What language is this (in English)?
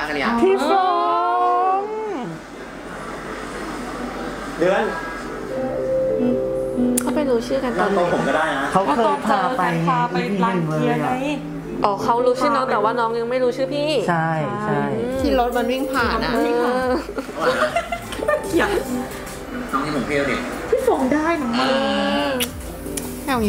Thai